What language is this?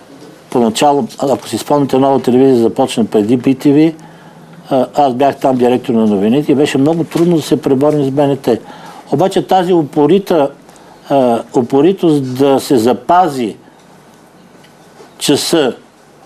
Bulgarian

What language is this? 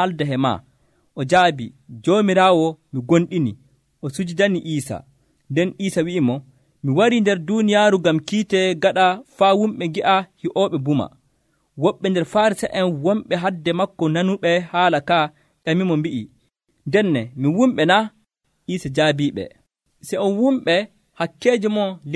Nigerian Fulfulde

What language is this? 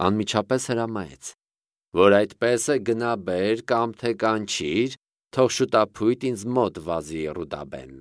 Armenian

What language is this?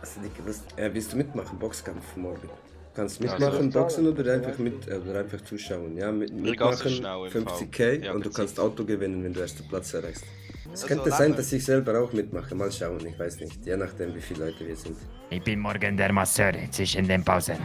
Swiss German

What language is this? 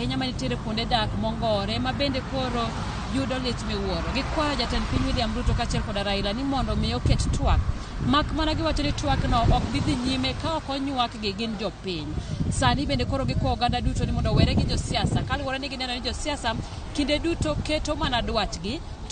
Luo (Kenya and Tanzania)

